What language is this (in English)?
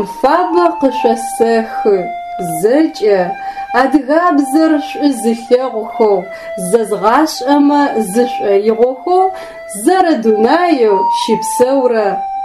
Adyghe